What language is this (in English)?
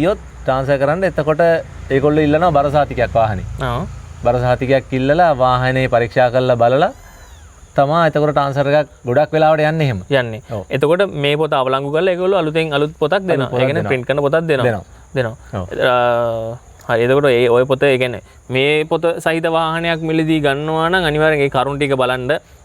Sinhala